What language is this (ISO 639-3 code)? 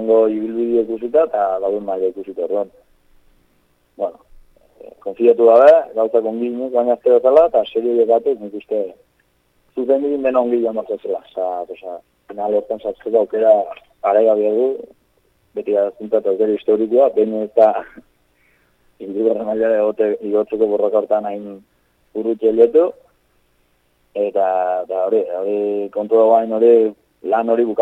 eus